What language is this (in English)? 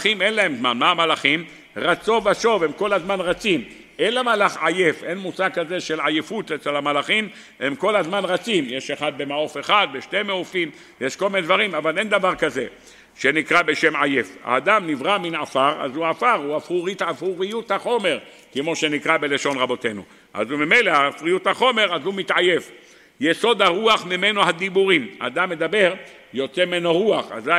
Hebrew